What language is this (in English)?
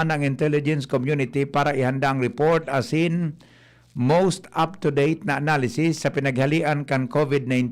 Bikol